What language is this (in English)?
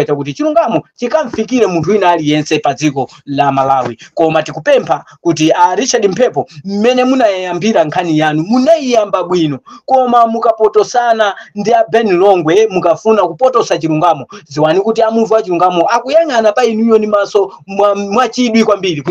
Nyanja